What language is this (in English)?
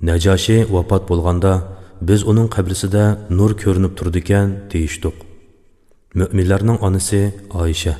Uyghur